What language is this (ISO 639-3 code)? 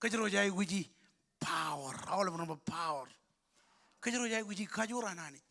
mah